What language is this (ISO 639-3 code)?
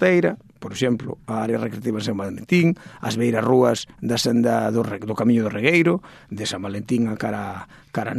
glg